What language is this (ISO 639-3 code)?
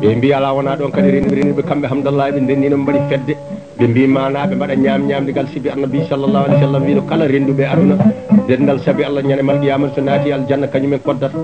ful